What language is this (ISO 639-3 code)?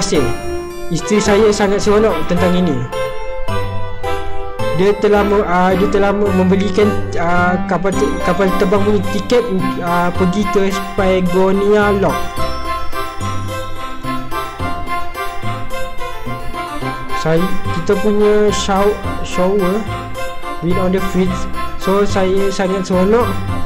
msa